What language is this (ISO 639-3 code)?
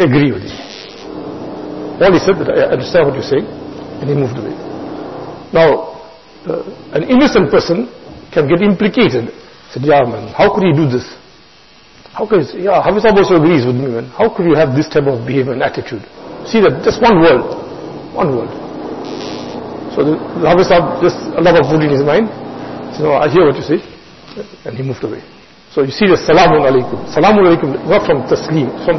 eng